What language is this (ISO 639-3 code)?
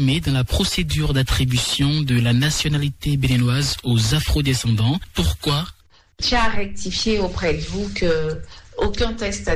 fra